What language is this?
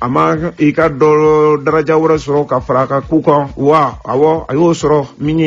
Bambara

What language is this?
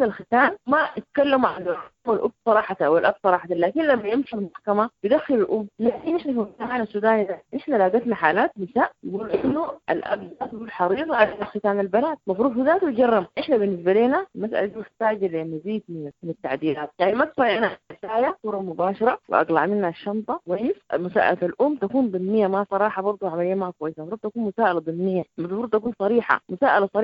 Sudanese Arabic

